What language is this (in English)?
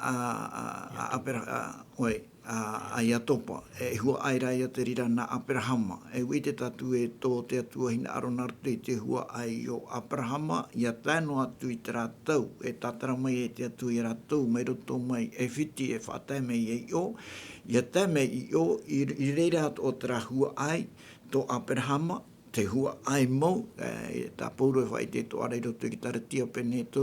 Tahitian